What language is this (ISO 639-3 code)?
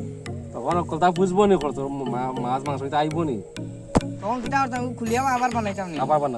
syl